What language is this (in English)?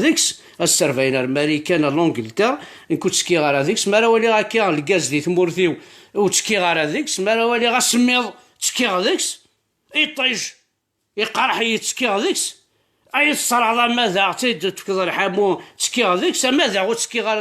Kabyle